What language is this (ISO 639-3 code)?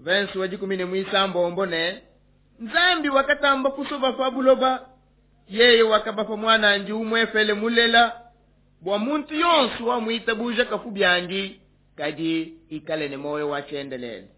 lua